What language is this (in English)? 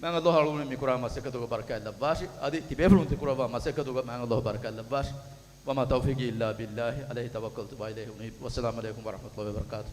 Divehi